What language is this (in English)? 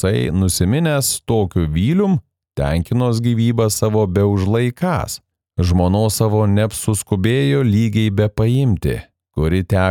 Lithuanian